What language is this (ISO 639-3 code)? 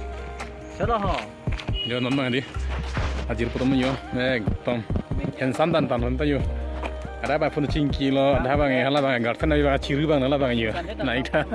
mjw